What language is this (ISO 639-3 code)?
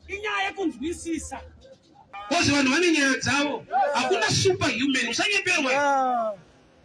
sna